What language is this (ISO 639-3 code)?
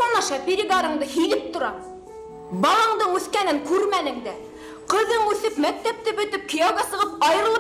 bak